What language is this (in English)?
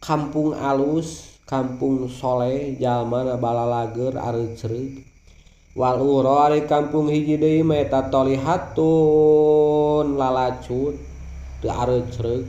Sundanese